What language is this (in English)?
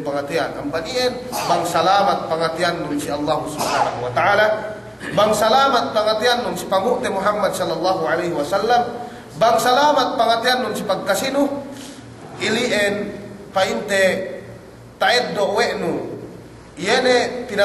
Yakan